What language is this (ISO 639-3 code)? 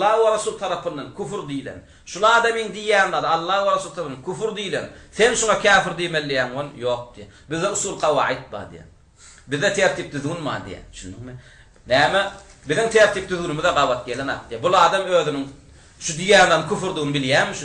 tuk